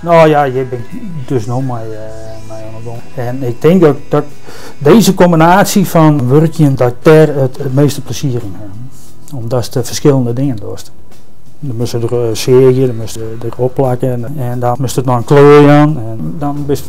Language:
Western Frisian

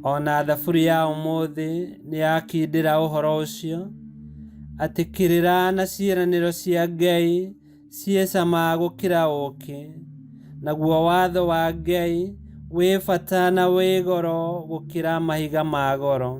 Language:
Kikuyu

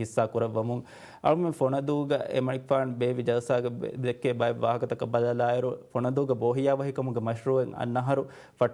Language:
Divehi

